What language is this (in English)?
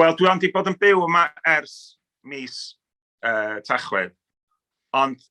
Welsh